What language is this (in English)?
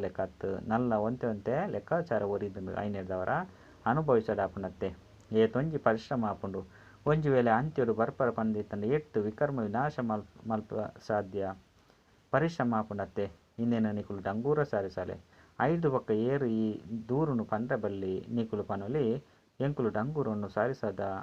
Tulu